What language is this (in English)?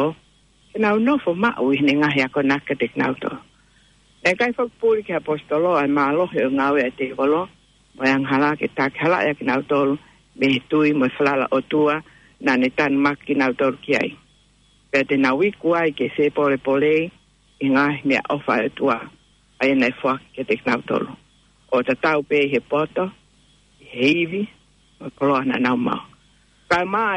Tongan